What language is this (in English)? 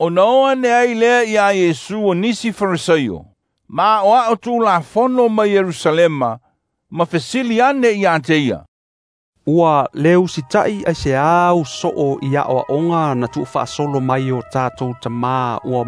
Samoan